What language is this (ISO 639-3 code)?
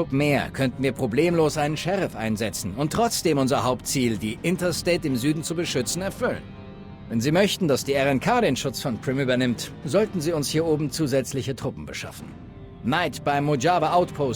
bar